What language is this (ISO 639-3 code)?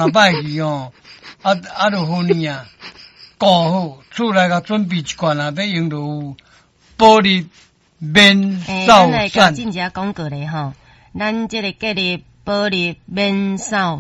nan